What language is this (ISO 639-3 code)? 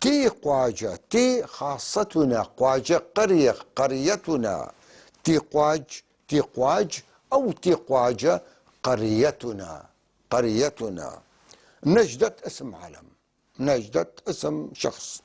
apc